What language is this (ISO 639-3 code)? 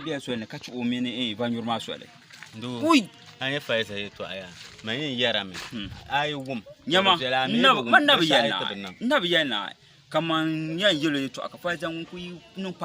dag